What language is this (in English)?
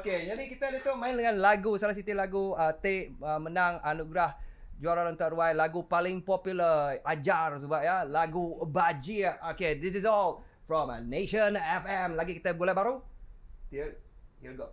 Iban